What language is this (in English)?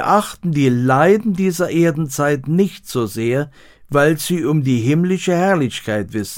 German